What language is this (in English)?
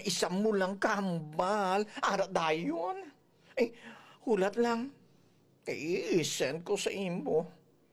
Hiligaynon